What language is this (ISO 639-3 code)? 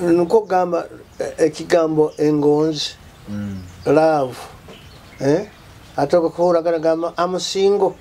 nyo